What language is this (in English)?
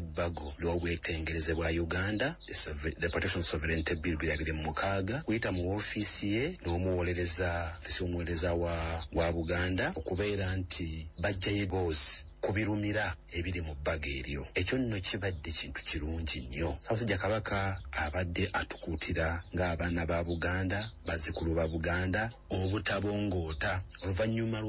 Ganda